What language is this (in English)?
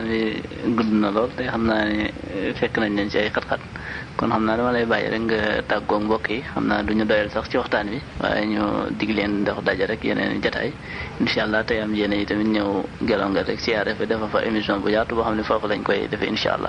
Wolof